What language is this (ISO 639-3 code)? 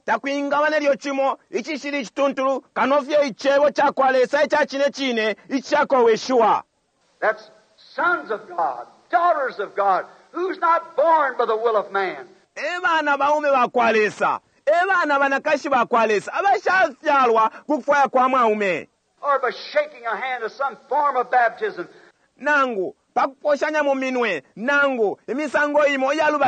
bem